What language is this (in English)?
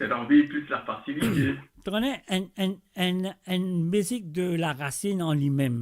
Morisyen